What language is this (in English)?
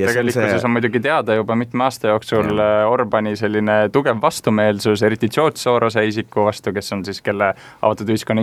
Estonian